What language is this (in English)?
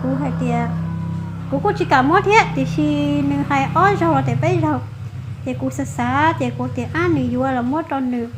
Hmong